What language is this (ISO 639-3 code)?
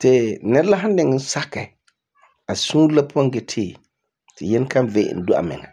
gur